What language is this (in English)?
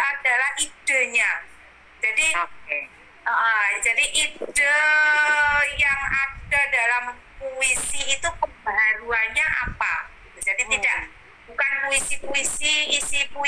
Indonesian